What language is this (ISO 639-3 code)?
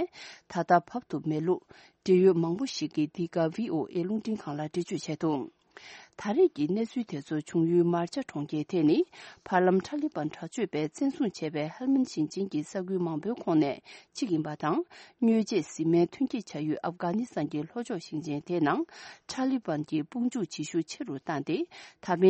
bod